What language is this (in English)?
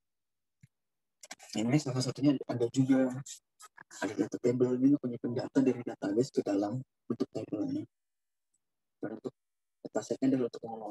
Indonesian